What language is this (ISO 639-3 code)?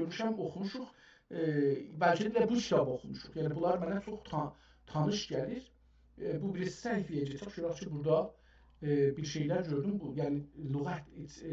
azb